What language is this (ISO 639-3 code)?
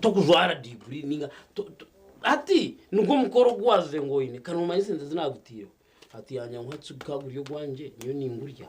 nyn